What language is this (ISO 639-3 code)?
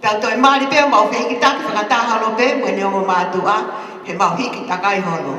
ton